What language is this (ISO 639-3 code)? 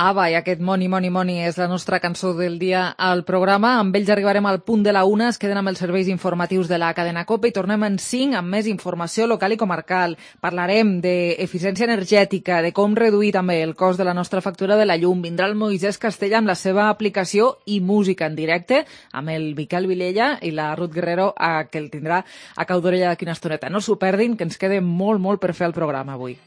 cat